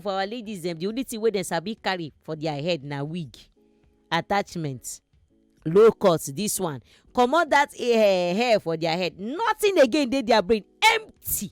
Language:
Nigerian Pidgin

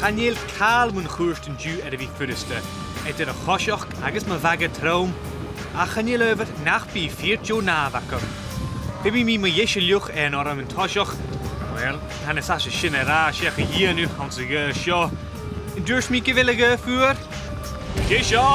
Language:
Scottish Gaelic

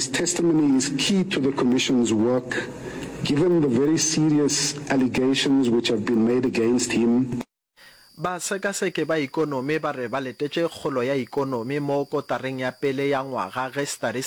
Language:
Northern Sotho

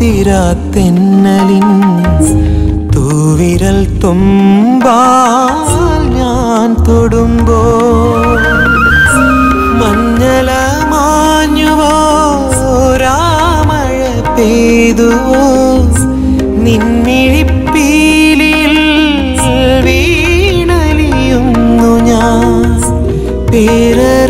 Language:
Malayalam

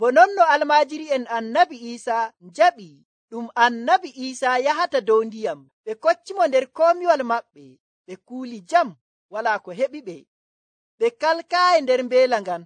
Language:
Nigerian Fulfulde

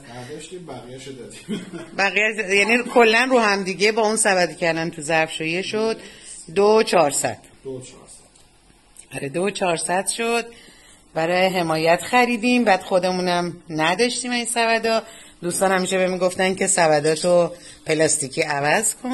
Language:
Persian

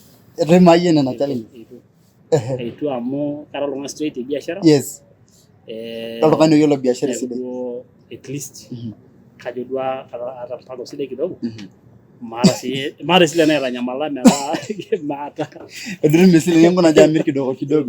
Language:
Masai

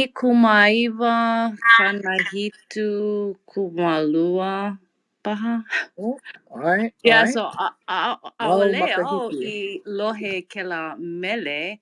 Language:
Hawaiian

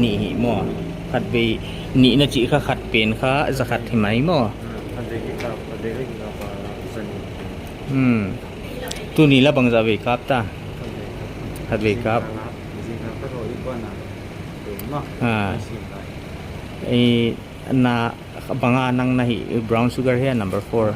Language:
Paite Chin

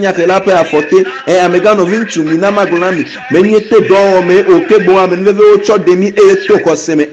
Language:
Ewe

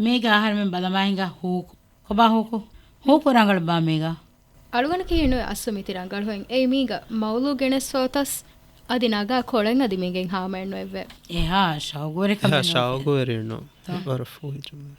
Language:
Divehi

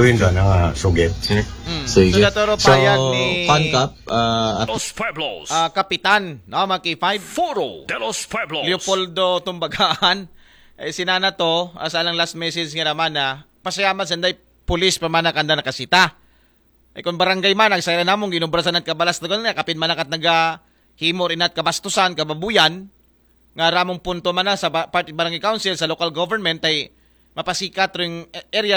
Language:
Aklanon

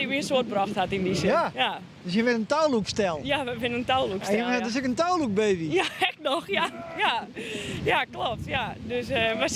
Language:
Western Frisian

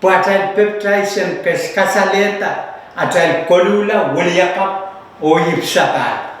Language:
Pohnpeian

